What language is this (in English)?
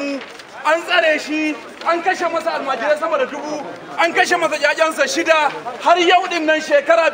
Hausa